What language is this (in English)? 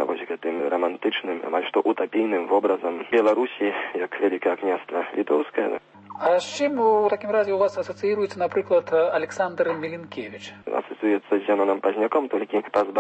Belarusian